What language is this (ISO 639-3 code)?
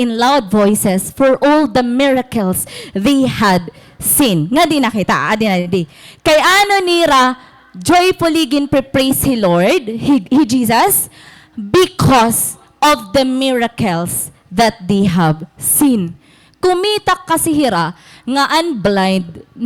war